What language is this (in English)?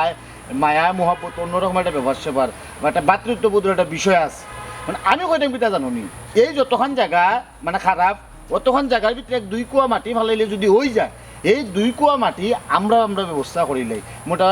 Sylheti